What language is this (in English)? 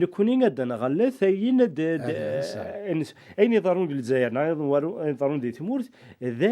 Kabyle